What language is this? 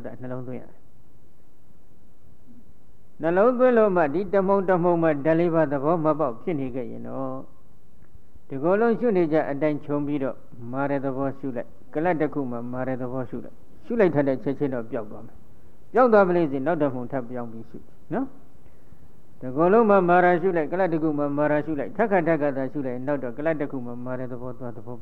Burmese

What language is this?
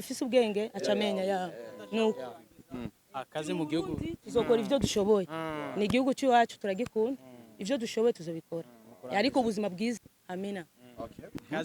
Rundi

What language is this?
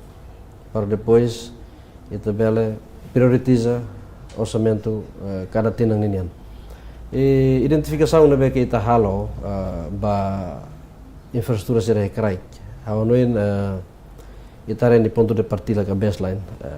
Tetum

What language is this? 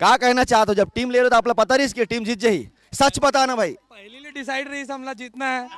Chhattisgarhi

